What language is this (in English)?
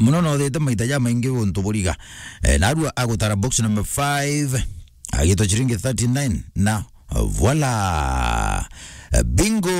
Meru